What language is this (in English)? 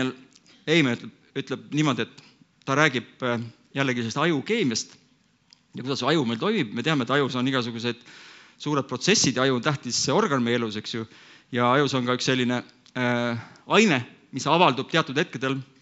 Estonian